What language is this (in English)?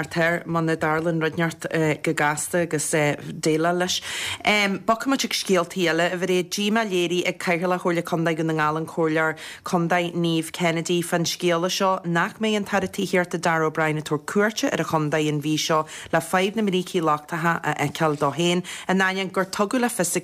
Irish